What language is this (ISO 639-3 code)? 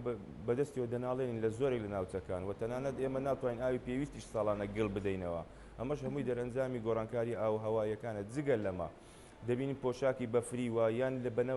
ckb